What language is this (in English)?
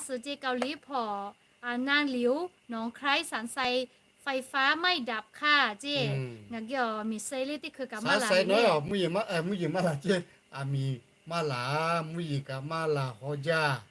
Lahu